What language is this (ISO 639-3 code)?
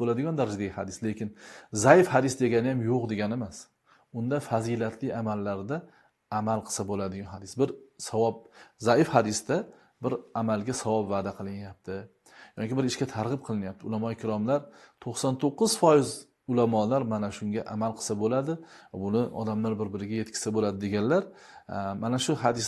uzb